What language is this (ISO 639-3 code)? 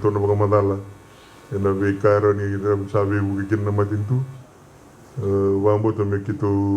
fij